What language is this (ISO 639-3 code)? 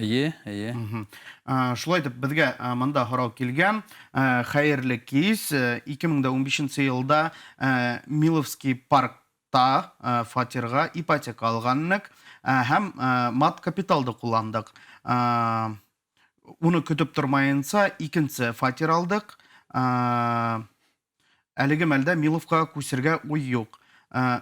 bak